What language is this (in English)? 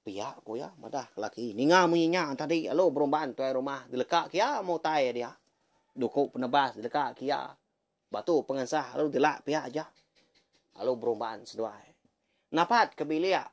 Iban